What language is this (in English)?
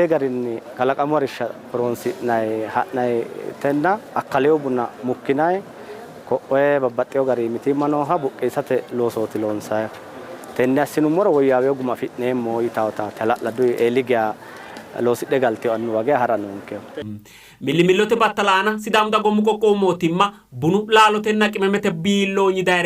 Sidamo